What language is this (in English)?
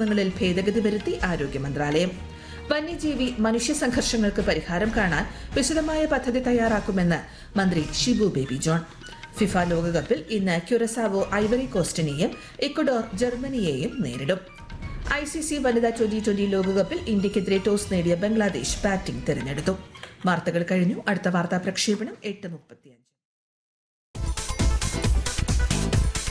Malayalam